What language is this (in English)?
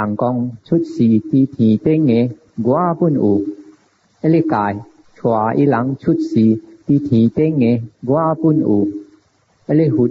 Min Nan Chinese